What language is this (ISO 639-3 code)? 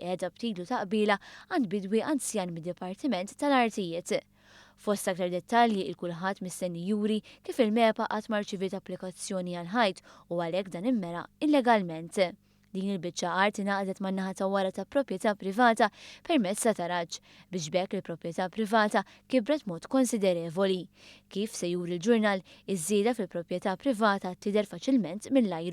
mlt